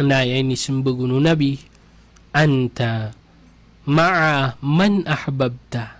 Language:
Maranao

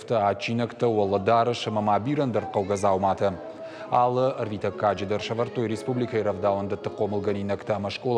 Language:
Ossetic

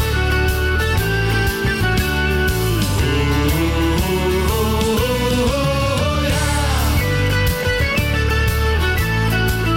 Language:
Danish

